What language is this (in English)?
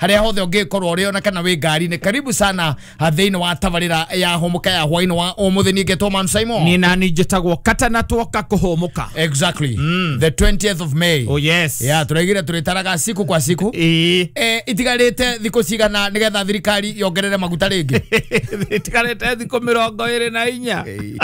Kikuyu